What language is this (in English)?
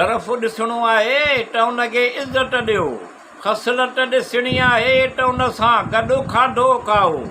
Sindhi